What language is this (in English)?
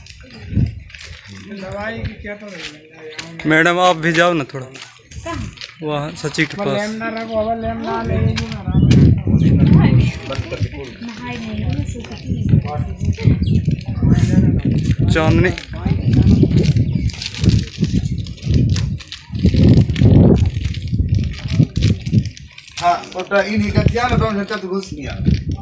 Hindi